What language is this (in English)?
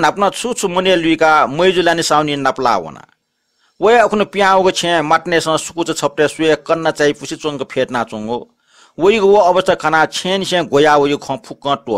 Newari